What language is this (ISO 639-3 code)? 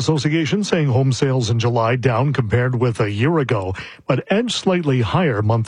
eng